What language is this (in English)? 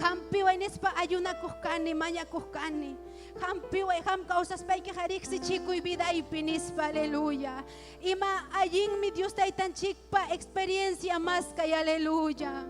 Ayacucho Quechua